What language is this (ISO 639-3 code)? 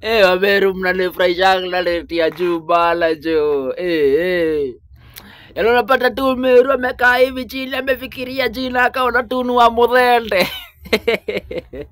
swa